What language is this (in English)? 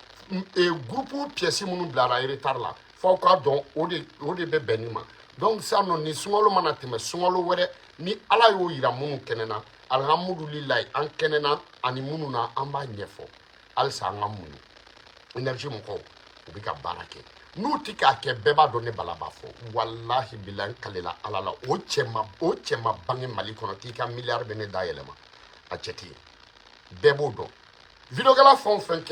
Bambara